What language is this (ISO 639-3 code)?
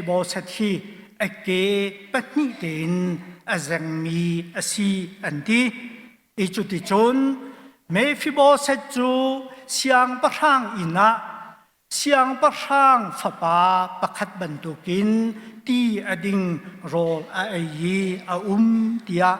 cnh